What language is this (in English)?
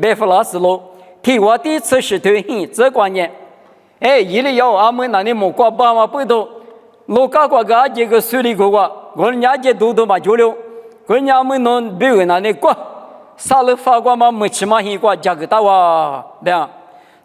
Lisu